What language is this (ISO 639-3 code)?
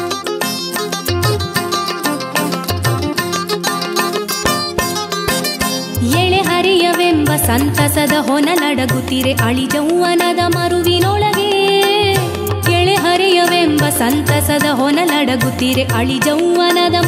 kan